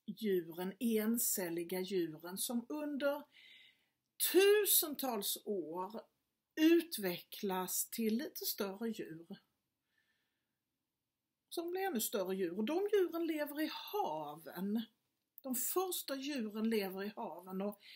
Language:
Swedish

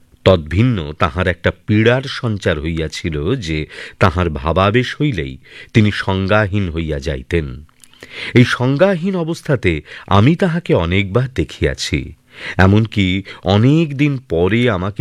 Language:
Bangla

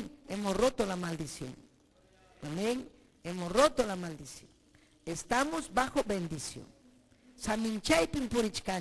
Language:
Ayacucho Quechua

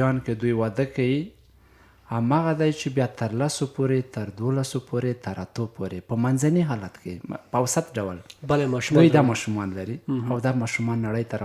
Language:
Pashto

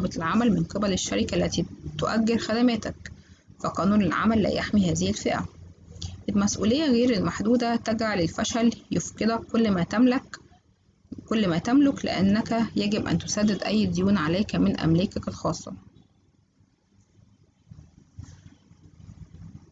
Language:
Egyptian Arabic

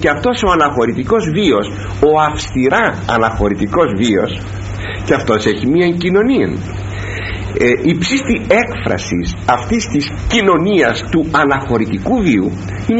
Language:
Greek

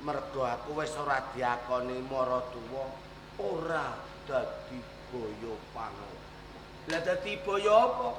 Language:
Javanese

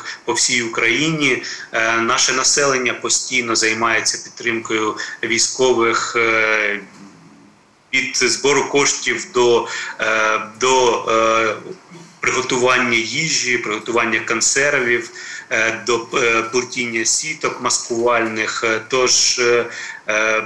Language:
Ukrainian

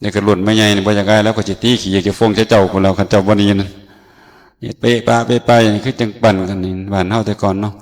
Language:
Northeastern Thai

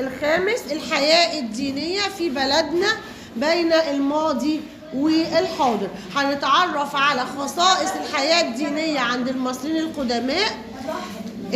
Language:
Egyptian Arabic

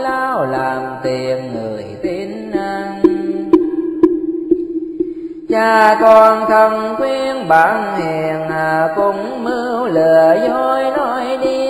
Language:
Vietnamese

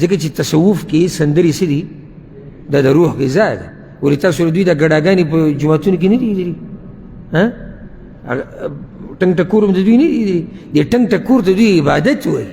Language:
Pashto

